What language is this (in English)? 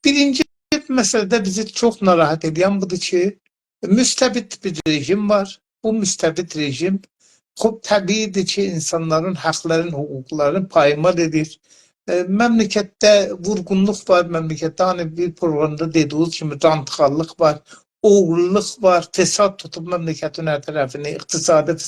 South Azerbaijani